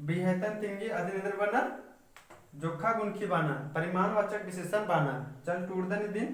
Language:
Kurukh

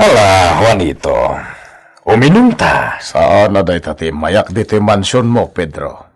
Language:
Iloko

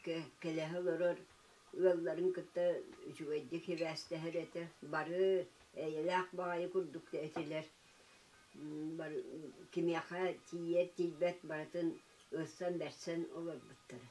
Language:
Yakut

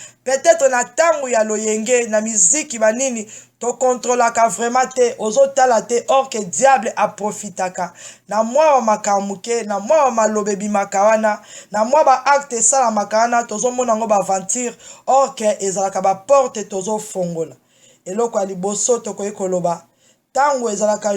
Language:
Lingala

